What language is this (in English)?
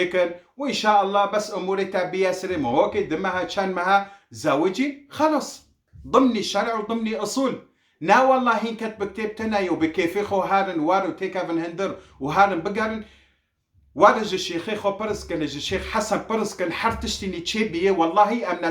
Kurdish